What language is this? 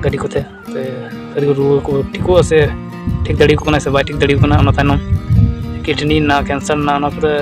Santali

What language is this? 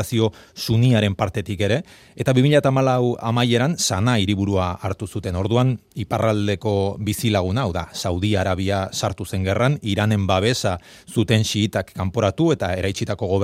Basque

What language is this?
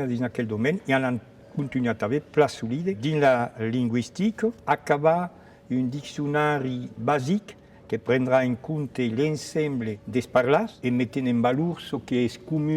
Occitan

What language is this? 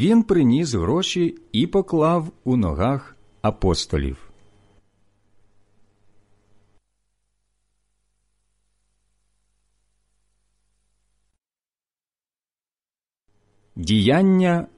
Ukrainian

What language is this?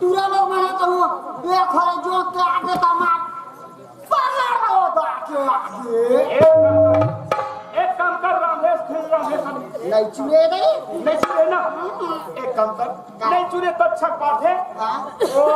Chhattisgarhi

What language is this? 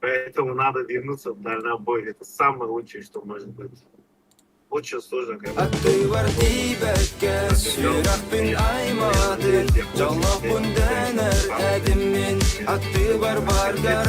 Yakut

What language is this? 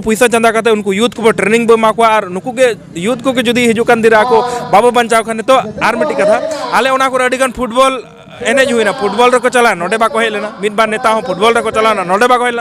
Santali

